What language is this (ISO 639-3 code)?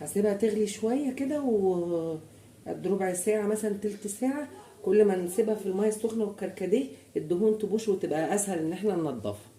arz